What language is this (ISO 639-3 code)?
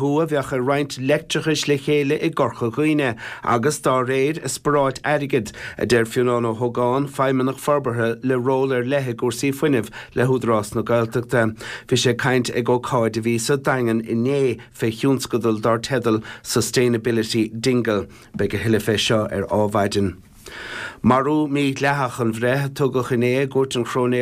gle